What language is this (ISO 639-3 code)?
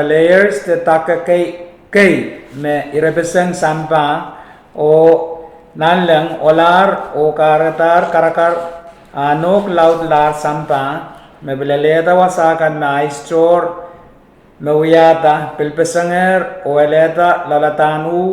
pon